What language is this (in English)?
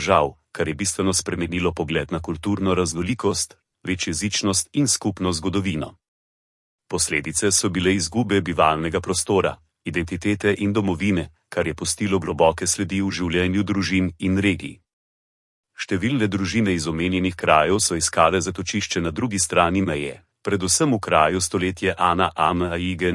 Slovenian